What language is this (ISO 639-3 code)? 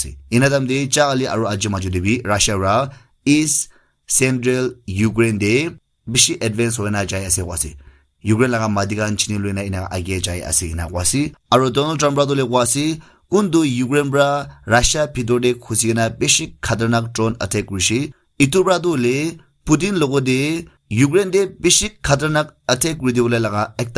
nag